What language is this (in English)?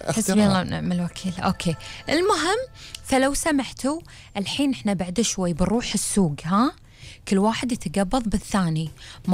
Gulf Arabic